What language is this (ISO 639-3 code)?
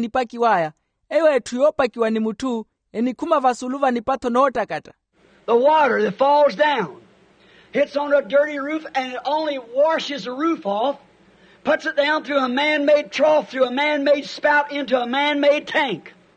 vmw